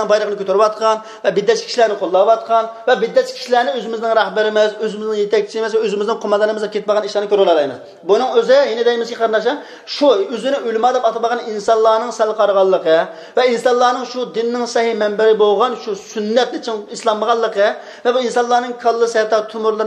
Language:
Uyghur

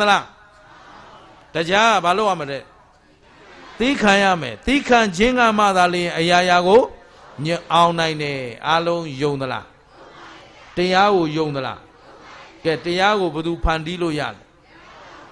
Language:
Burmese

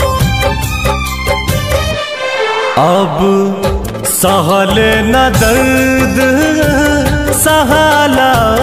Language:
Bhojpuri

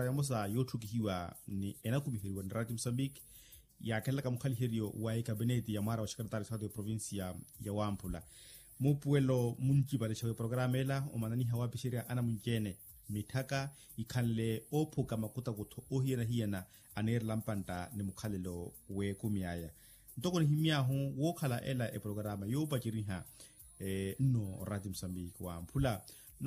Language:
Makhuwa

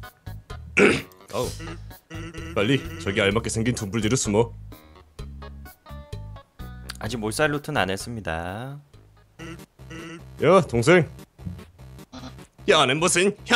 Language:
Korean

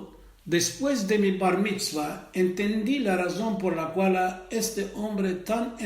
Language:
Ladino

